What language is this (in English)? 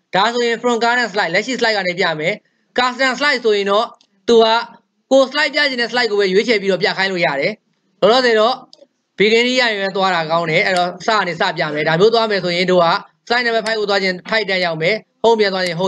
Burmese